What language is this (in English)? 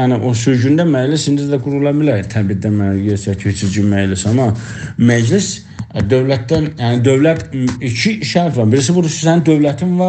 South Azerbaijani